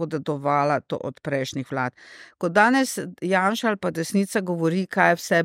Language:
Slovenian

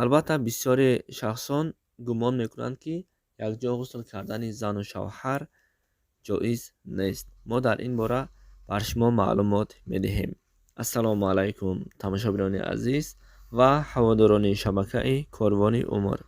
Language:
Tajik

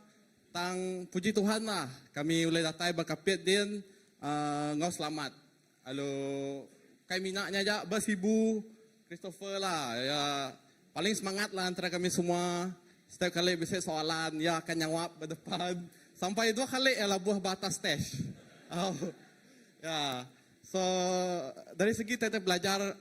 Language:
Iban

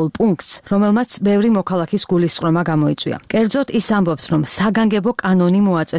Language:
Georgian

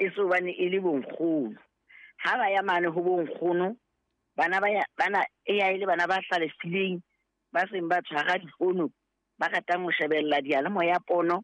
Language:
Southern Sotho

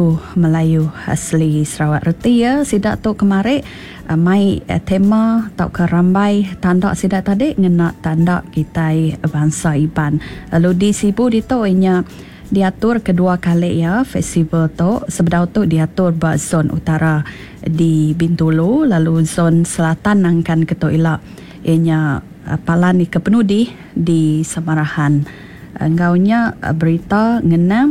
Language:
Iban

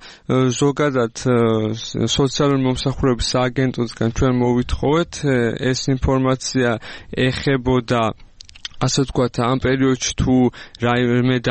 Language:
Georgian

